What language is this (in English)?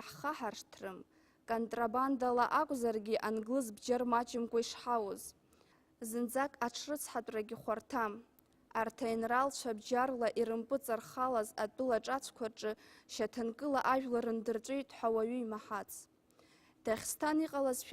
Abkhazian